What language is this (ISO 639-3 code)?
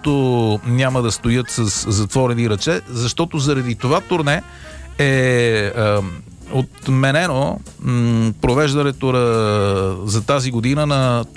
bul